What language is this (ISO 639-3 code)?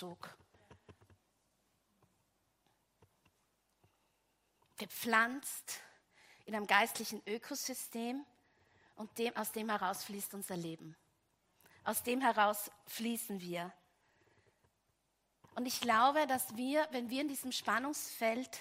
deu